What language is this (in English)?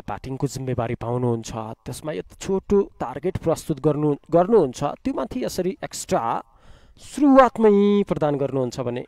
Nepali